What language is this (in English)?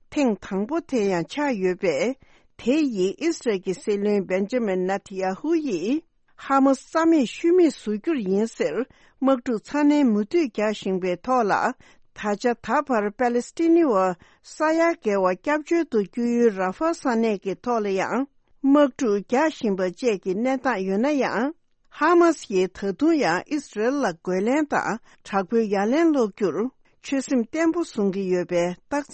Tibetan